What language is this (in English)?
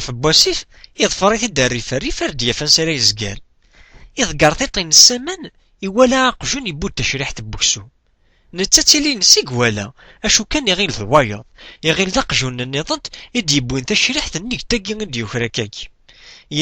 Kabyle